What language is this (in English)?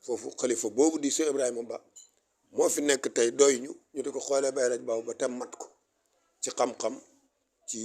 Wolof